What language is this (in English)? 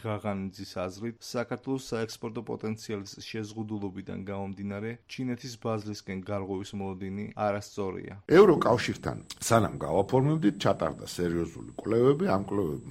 Georgian